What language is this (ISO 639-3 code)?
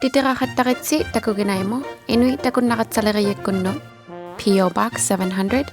iku